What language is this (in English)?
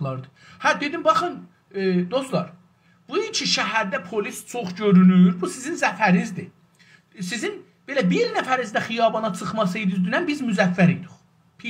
South Azerbaijani